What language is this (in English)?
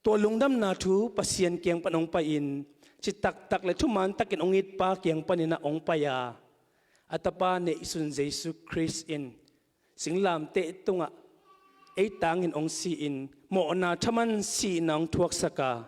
Tedim Chin